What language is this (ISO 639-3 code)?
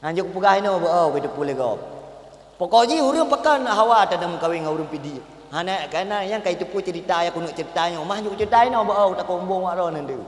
ace